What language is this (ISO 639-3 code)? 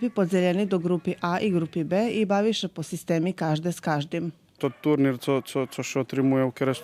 rue